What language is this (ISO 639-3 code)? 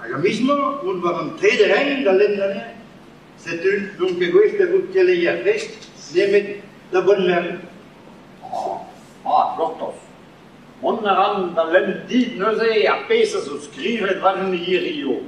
bre